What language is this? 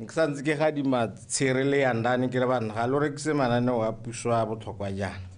Tswana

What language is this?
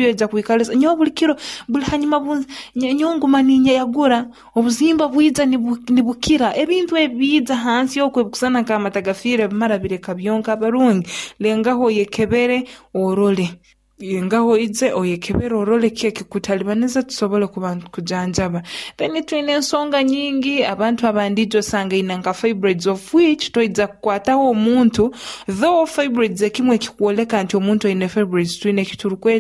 Nyoro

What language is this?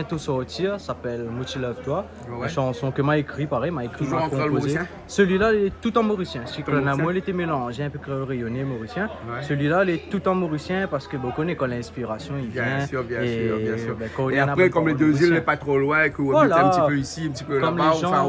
Réunion Creole French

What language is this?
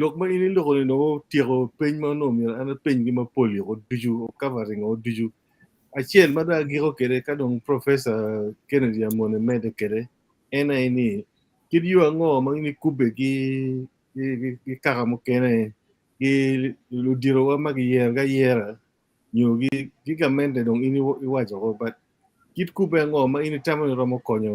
Acoli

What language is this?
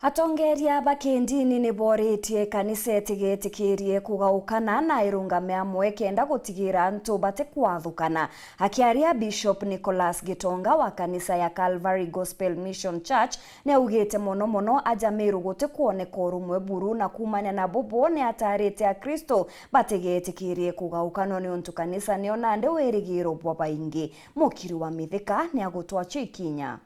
Meru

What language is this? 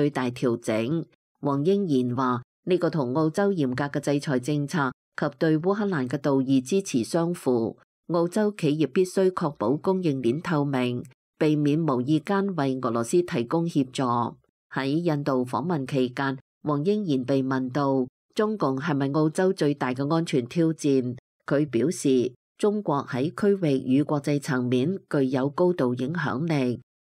Cantonese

